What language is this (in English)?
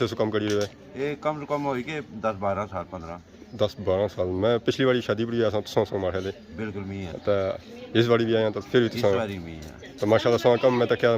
Pahari-Potwari